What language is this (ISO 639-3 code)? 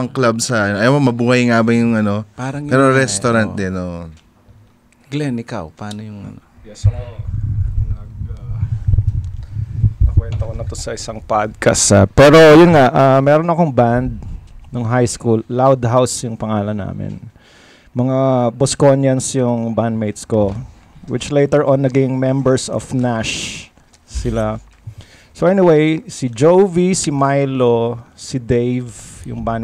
fil